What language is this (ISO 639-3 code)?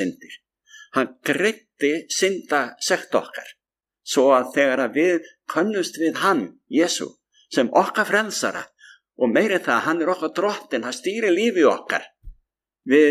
isl